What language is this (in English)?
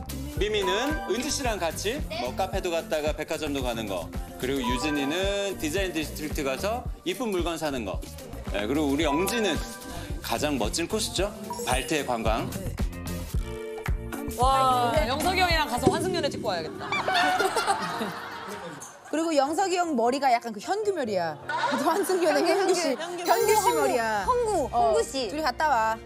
Korean